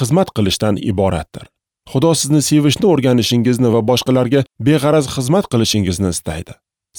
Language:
Uzbek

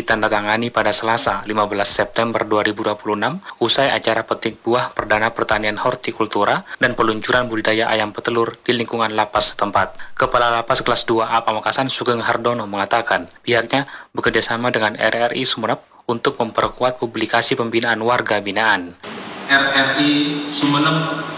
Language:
Indonesian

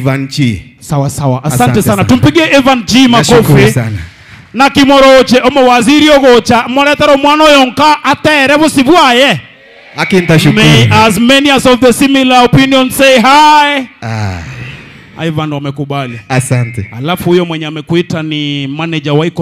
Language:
Gusii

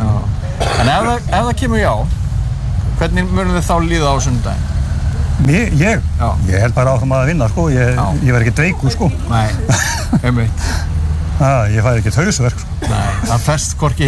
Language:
Icelandic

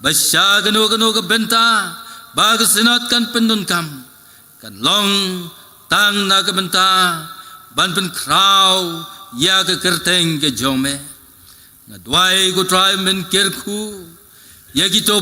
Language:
Khasi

